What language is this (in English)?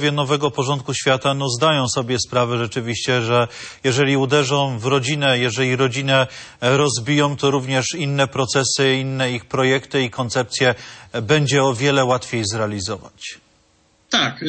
Polish